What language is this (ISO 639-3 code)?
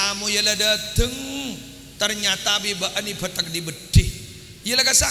mad